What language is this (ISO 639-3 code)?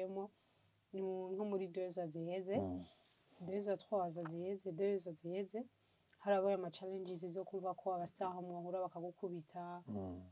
run